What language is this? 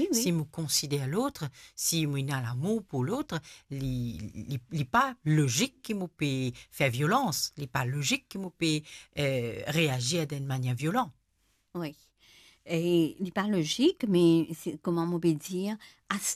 Morisyen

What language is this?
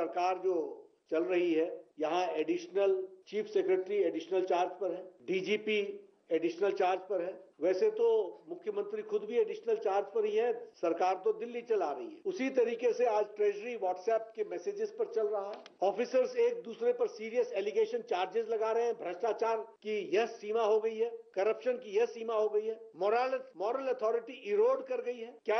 Hindi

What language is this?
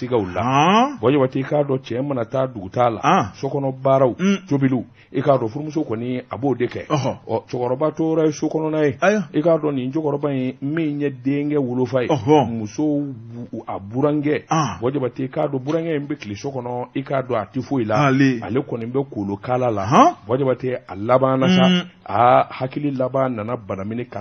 Bambara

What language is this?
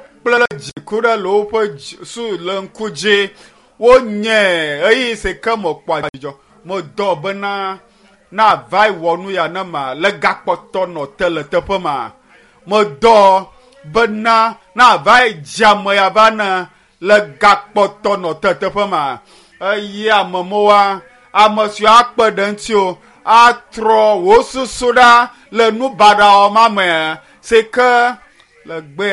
Ewe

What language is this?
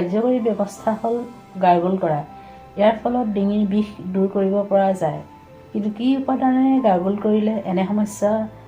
Assamese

